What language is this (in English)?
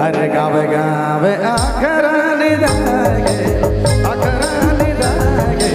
Sadri